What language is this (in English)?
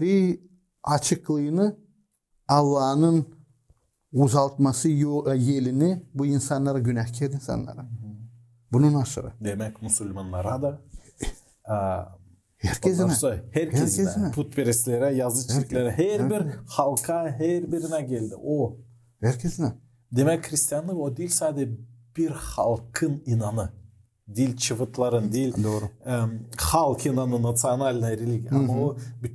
Gagauz